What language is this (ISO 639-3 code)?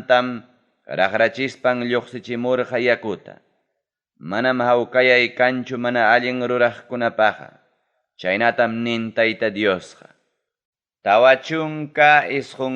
quy